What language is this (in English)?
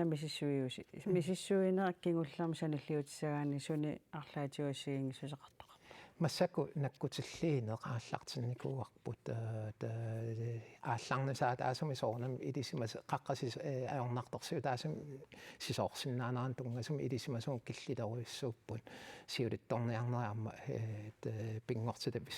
Kalaallisut